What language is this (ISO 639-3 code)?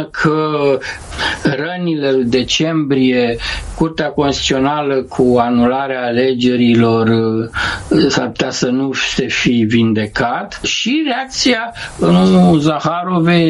ron